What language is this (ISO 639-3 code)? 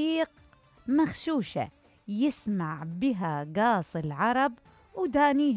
acm